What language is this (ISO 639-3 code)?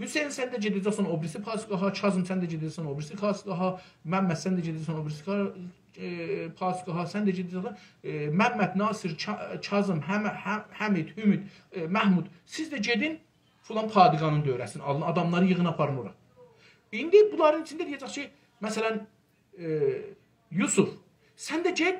azb